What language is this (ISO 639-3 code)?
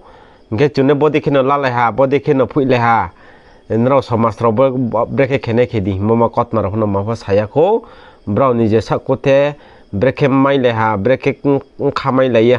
ria